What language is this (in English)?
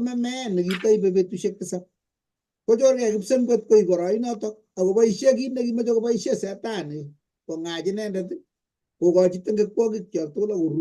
Kalenjin